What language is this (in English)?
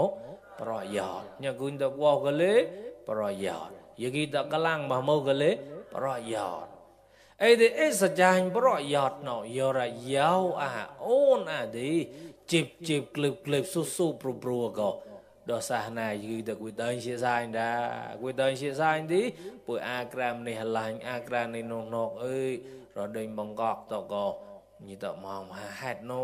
Mon